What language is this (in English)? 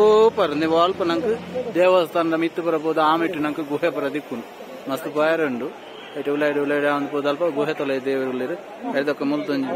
Tulu